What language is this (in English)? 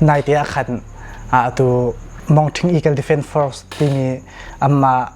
Hakha Chin